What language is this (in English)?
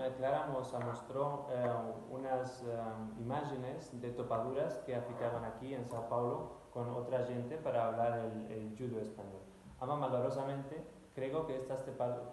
Ladino